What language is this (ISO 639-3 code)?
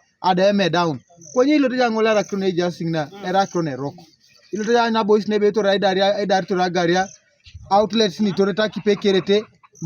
teo